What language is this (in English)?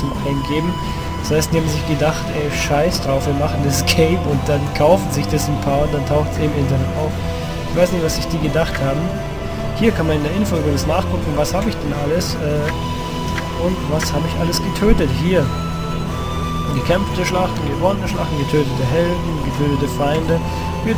German